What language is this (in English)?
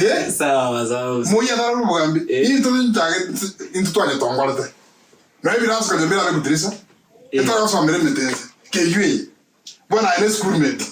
Gusii